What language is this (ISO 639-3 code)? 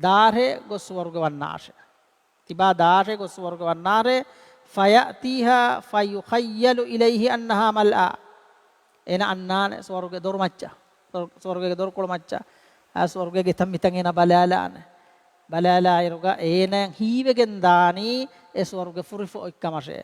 div